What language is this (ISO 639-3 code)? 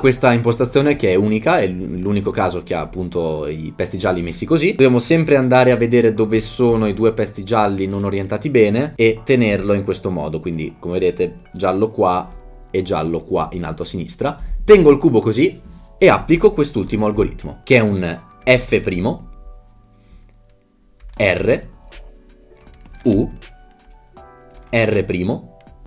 ita